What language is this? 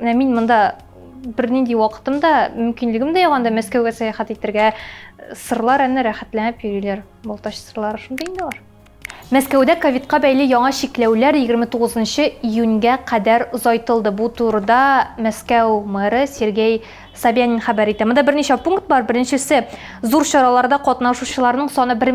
Tatar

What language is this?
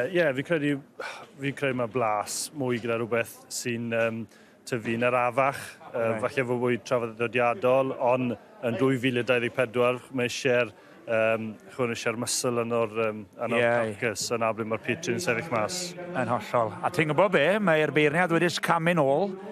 Welsh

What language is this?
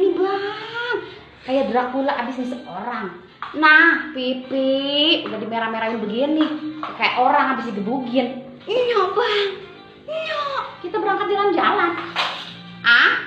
Betawi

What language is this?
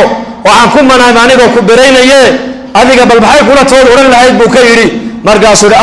Somali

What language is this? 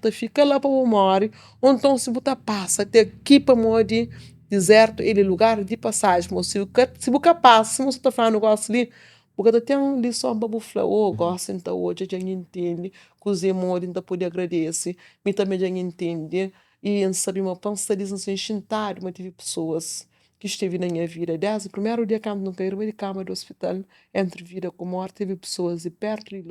Kabuverdianu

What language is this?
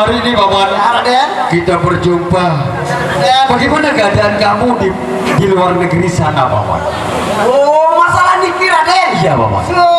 Sasak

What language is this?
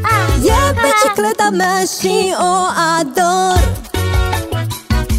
Romanian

